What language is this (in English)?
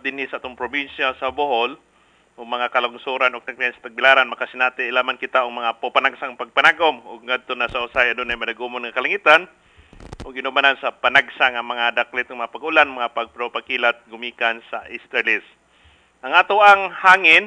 Cebuano